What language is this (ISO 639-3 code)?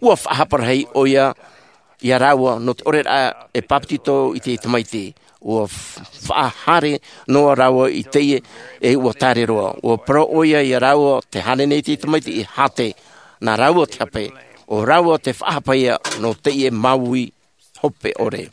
tah